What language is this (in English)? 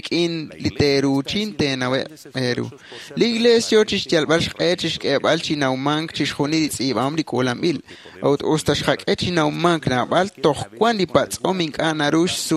Kekchí